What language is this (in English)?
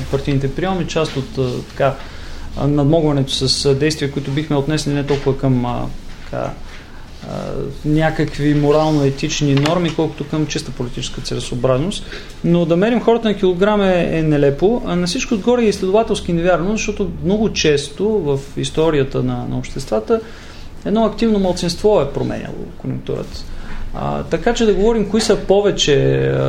Bulgarian